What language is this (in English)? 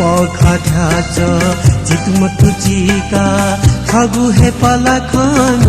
Newari